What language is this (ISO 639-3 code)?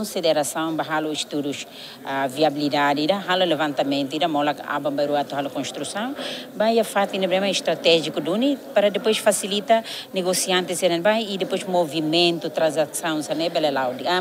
tet